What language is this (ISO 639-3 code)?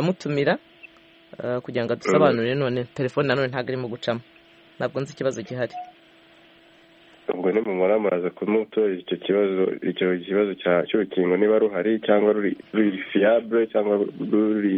kin